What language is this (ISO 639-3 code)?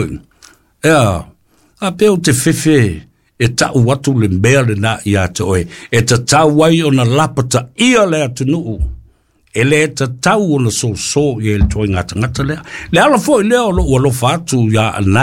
smo